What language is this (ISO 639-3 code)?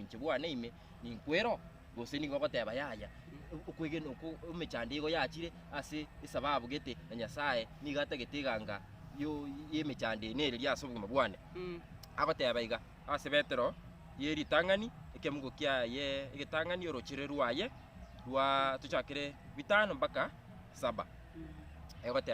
guz